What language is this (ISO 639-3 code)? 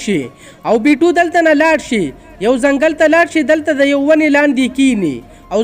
pus